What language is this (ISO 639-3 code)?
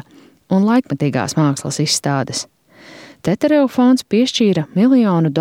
lav